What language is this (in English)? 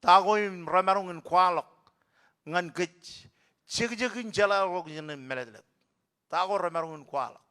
Marshallese